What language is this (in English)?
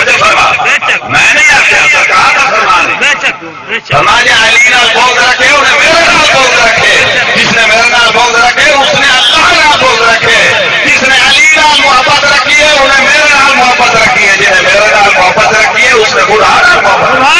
Saraiki